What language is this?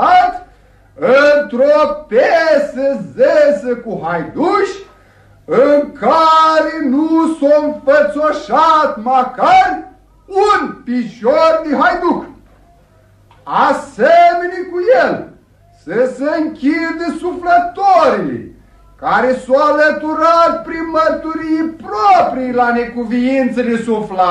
Romanian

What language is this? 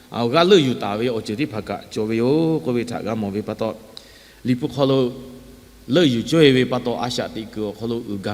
Lahu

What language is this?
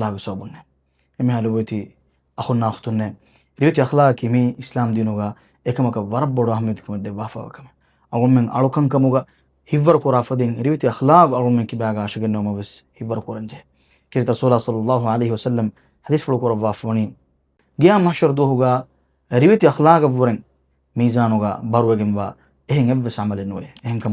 Divehi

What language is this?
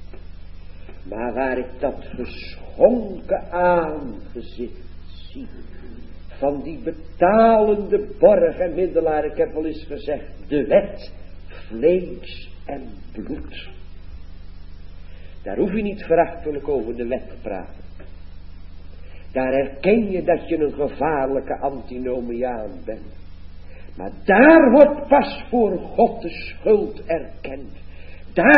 Dutch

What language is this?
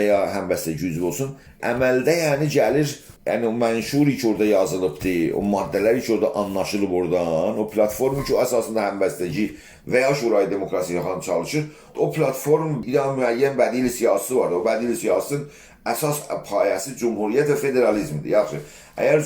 South Azerbaijani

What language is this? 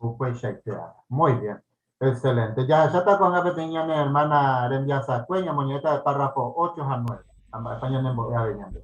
Guarani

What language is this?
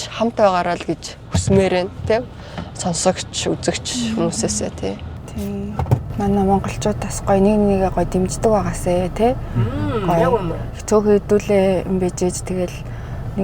Mongolian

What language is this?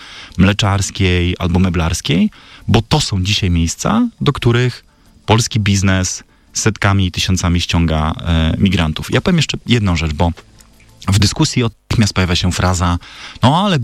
Polish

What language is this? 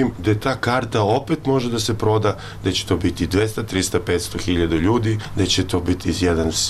Serbian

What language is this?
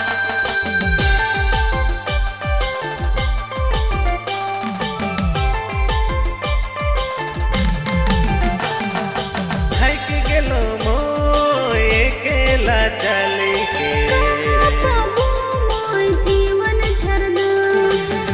Sadri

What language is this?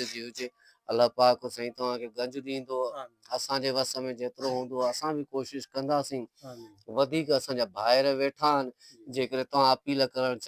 Sindhi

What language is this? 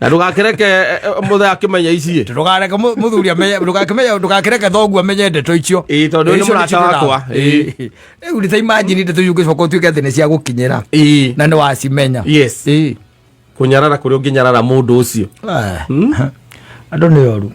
Kikuyu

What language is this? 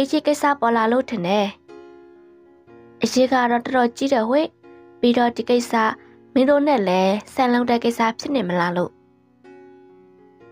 Burmese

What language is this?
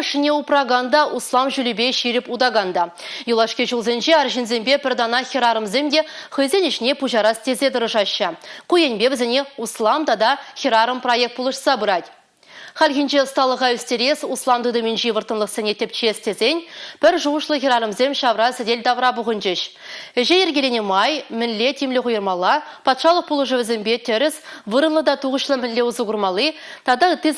Chuvash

